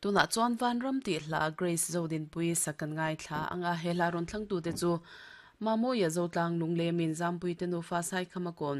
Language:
Mizo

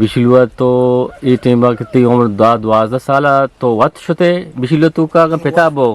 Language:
Eastern Balochi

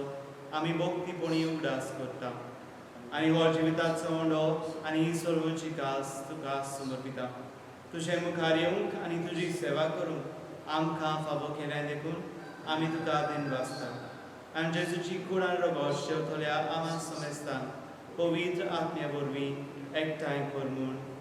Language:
Konkani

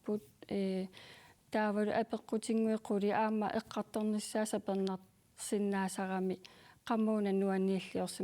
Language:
Kalaallisut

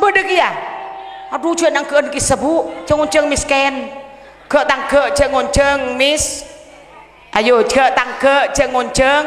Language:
Madurese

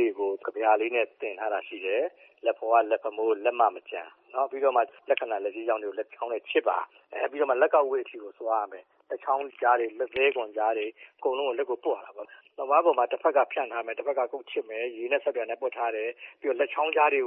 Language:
Burmese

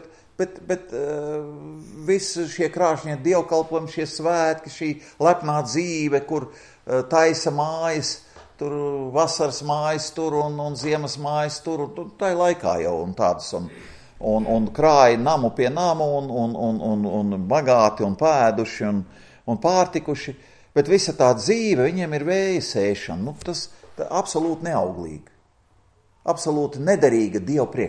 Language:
Latvian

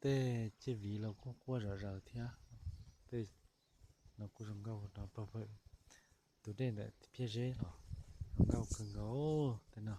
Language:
Hmong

